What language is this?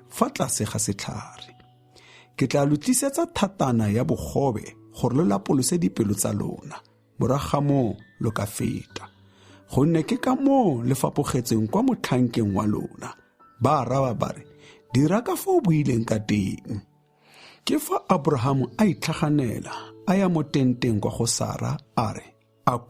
Tswana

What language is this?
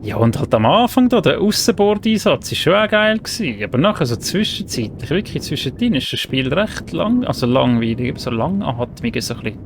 Swiss German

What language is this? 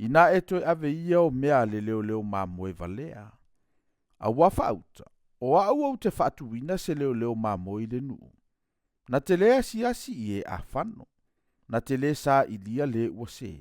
Samoan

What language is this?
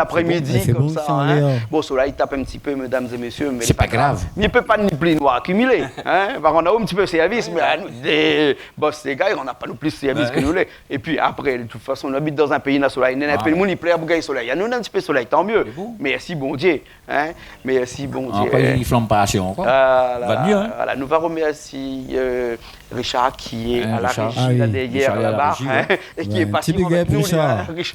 Réunion Creole French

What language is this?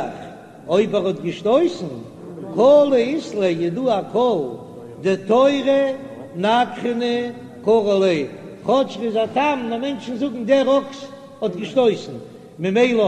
Yiddish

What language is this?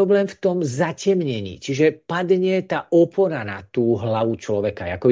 Slovak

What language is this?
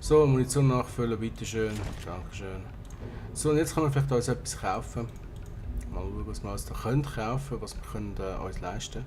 Swiss German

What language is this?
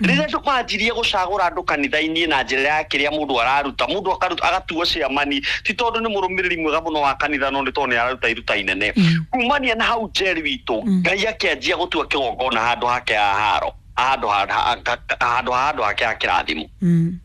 Kikuyu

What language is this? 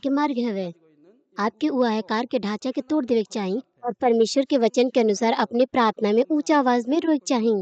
Bhojpuri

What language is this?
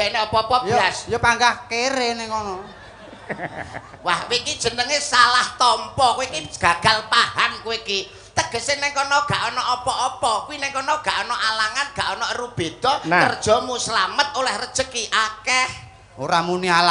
Javanese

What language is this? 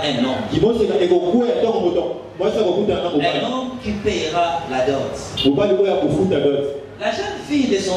French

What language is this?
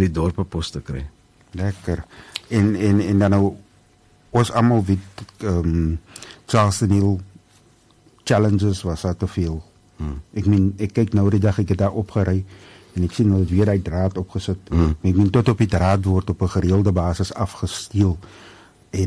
Afrikaans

